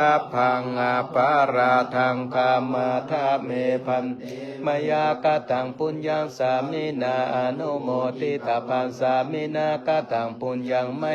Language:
Pali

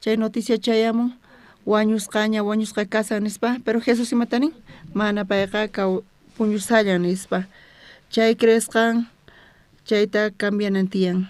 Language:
South Bolivian Quechua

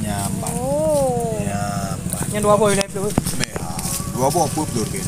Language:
Achinese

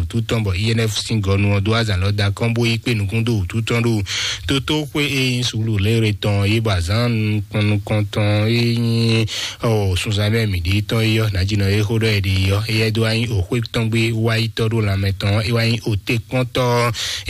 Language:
Fon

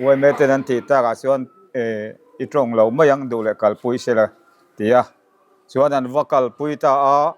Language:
Mizo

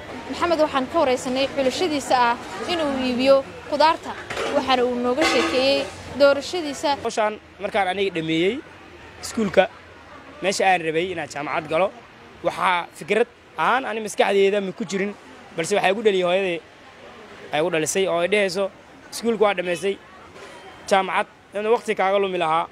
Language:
Somali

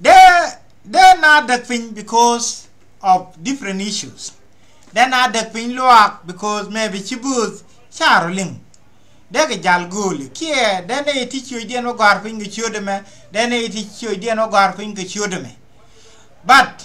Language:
Nuer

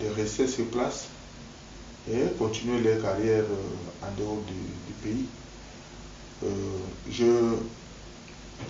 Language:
French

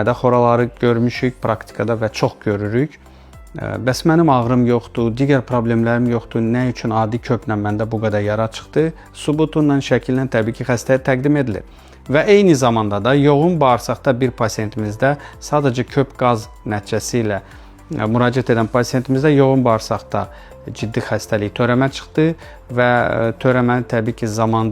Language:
Azerbaijani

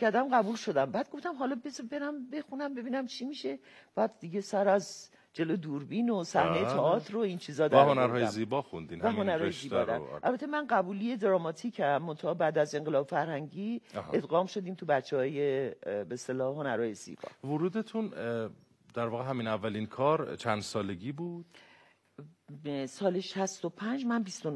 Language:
Persian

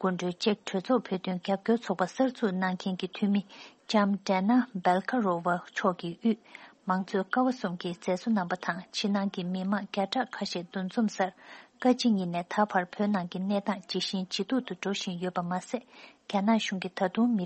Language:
Tibetan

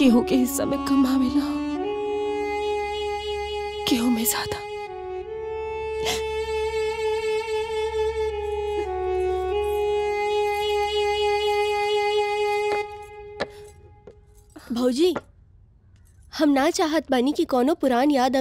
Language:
Bhojpuri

